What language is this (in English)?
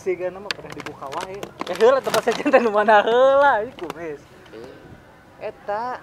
Sundanese